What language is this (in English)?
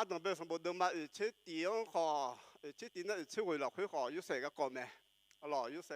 Akha